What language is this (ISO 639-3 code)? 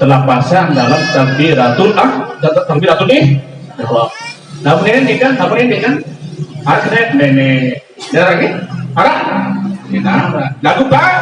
sas